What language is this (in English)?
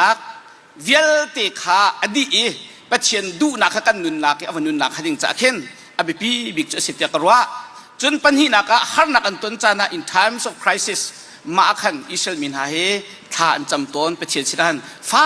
Hakha Chin